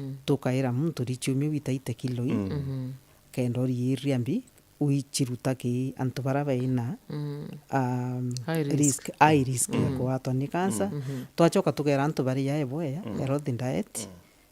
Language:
Meru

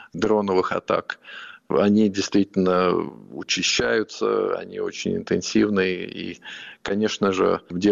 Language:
Russian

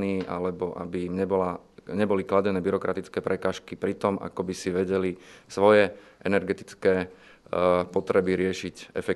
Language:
Slovak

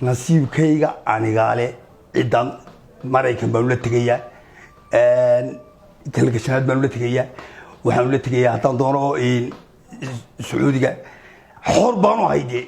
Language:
Somali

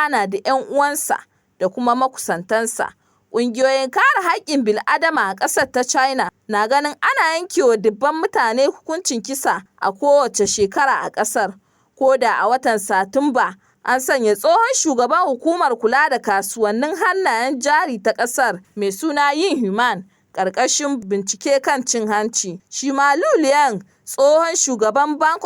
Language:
Hausa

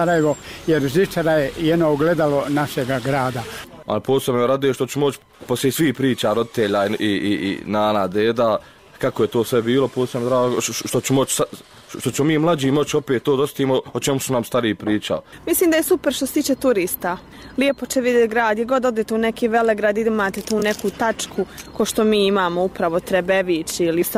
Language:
Bosnian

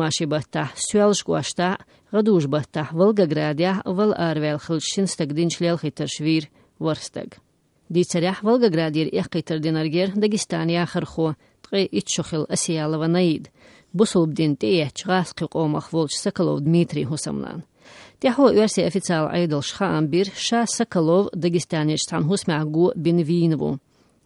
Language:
Chechen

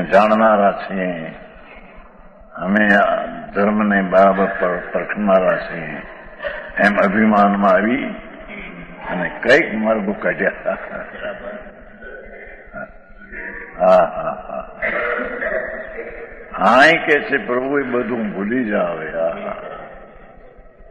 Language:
Gujarati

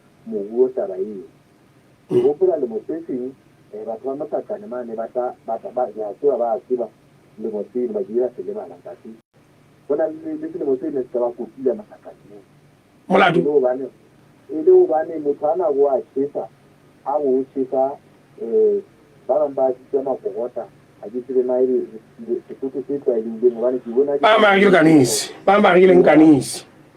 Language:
Southern Sotho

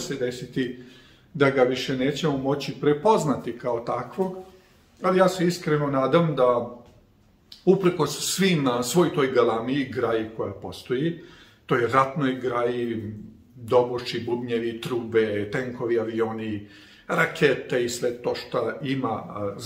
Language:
Serbian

